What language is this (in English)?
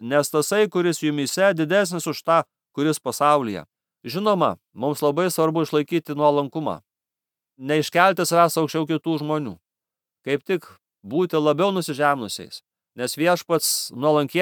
Lithuanian